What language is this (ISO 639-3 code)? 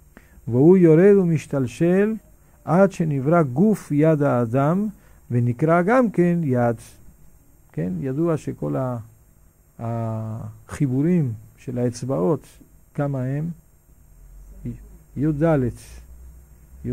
heb